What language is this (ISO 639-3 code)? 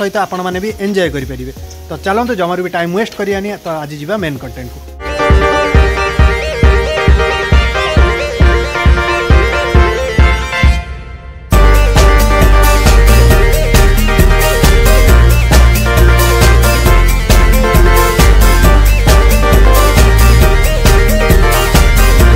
ori